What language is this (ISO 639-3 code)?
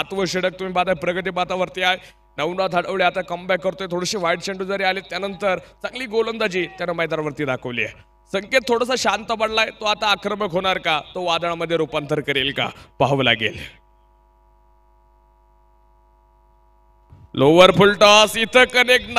mar